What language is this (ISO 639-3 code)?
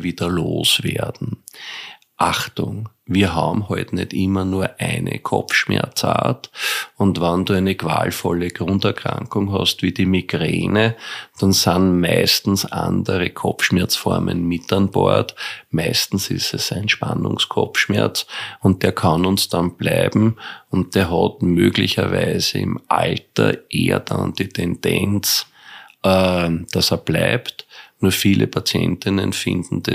deu